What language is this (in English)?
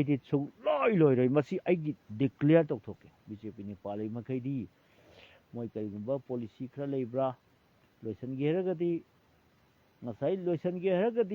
Manipuri